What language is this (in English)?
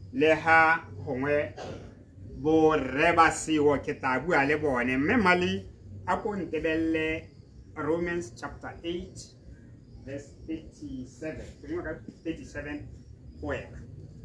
Tswana